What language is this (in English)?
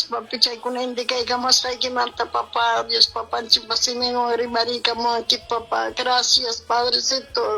Ayacucho Quechua